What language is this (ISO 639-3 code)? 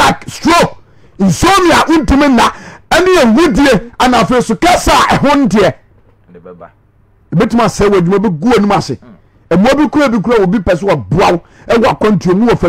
aka